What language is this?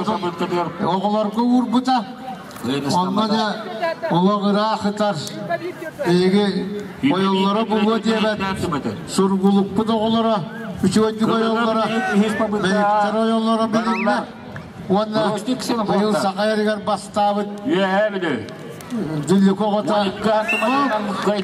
Yakut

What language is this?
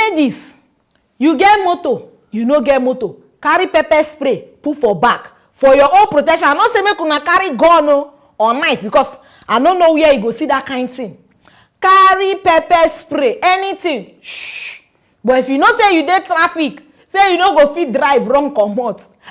Nigerian Pidgin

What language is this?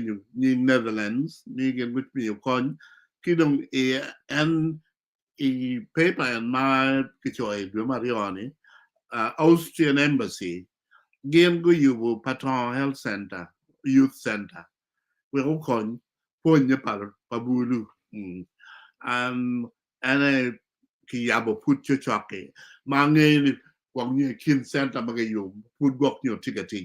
Acoli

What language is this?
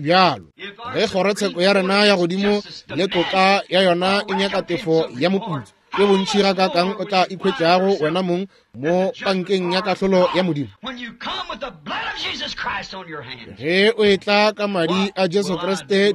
Northern Sotho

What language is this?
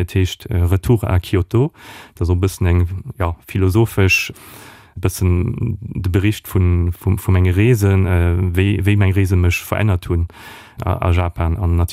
Luxembourgish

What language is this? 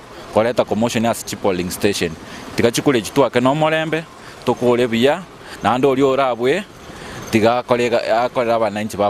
Gusii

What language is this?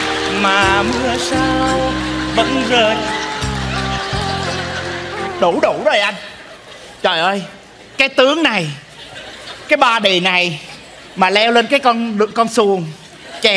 Vietnamese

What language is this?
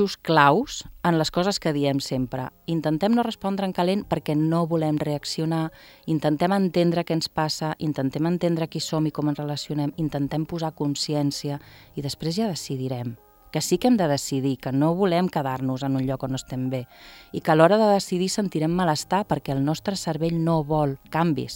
Catalan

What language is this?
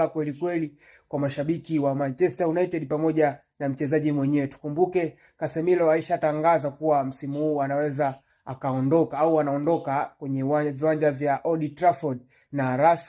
Swahili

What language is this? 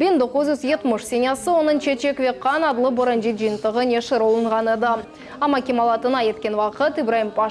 Crimean Tatar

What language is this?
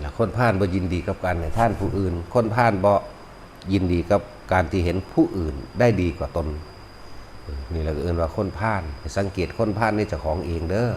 Northeastern Thai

